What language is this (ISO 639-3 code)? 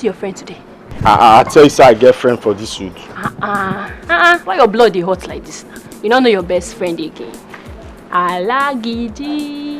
pcm